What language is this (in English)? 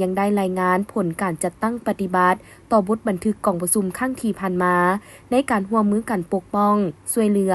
Lao